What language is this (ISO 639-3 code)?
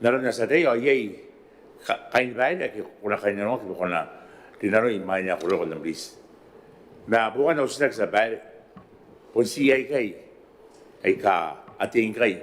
gil